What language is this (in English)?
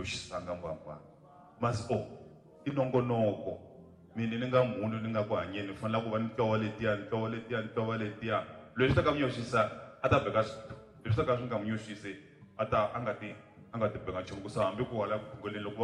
Tsonga